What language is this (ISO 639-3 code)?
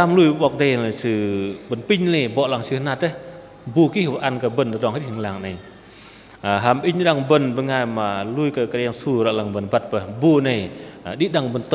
bdq